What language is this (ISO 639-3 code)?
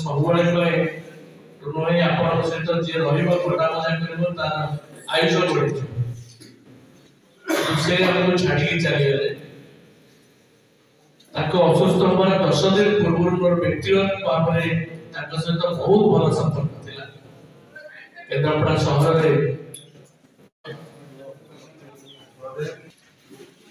ori